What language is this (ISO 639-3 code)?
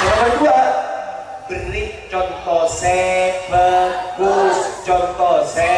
mad